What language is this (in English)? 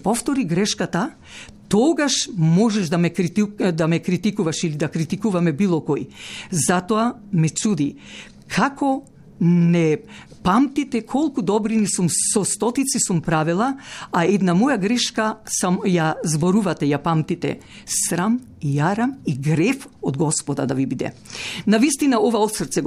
Macedonian